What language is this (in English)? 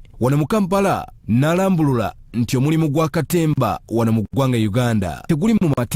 Ganda